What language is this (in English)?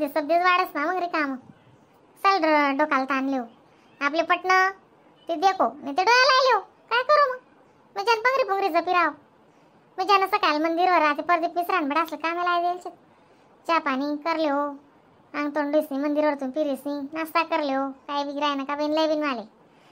Khandesi